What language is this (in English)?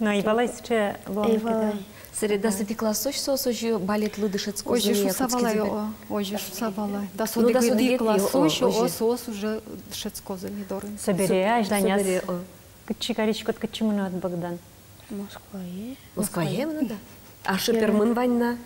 Udmurt